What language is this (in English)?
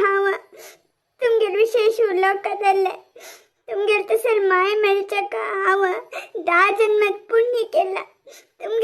Konkani